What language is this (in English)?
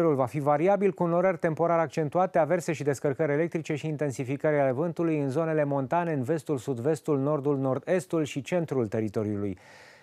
Romanian